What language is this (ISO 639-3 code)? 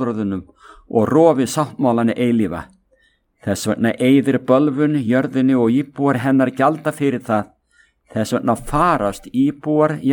isl